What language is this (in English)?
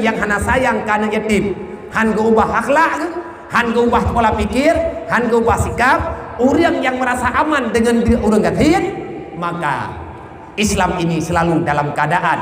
Achinese